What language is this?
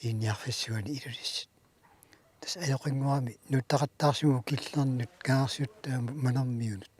Kalaallisut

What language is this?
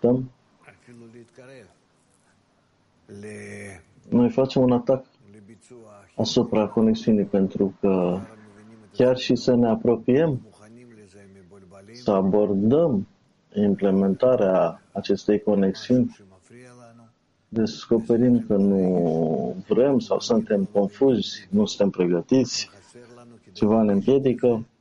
Romanian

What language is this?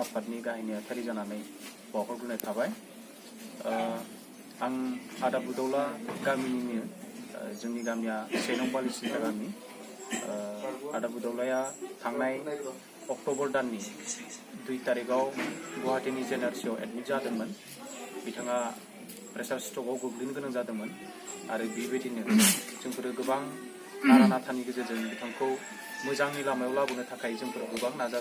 Bodo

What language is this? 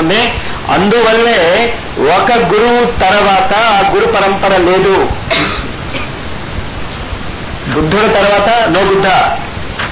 Telugu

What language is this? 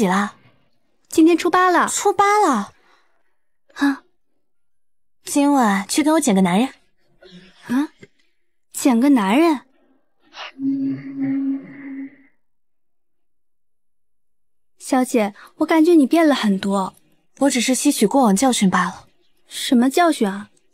Chinese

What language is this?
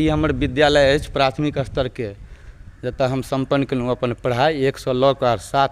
Maithili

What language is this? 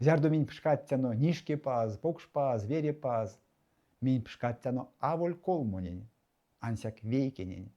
Erzya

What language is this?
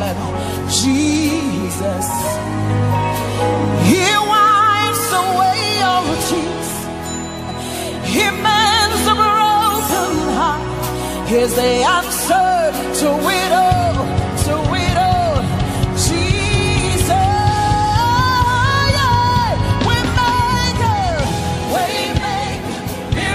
English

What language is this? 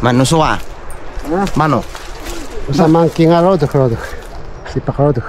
Taroko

